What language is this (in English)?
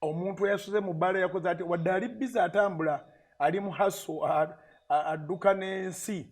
Ganda